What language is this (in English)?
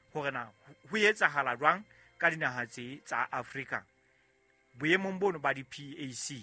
Southern Sotho